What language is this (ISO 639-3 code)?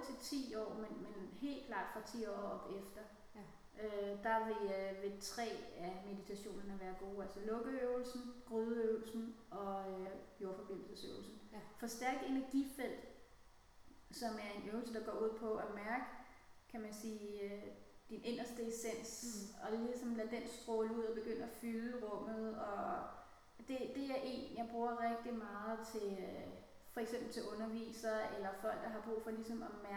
dan